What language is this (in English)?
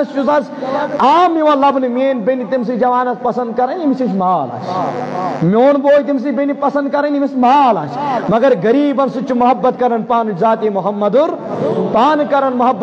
Kashmiri